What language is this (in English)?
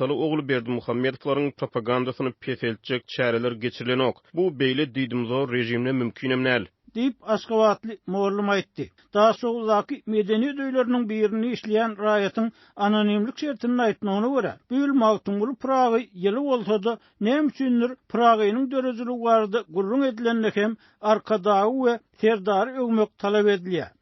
Turkmen